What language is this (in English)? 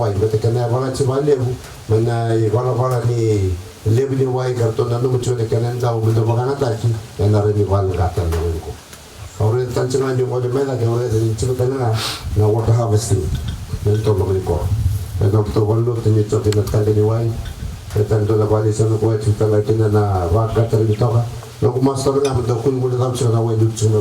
Fijian